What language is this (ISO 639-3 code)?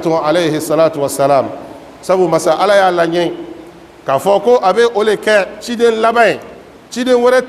bam